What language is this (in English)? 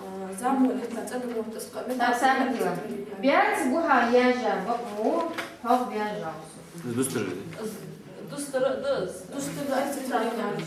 Ingush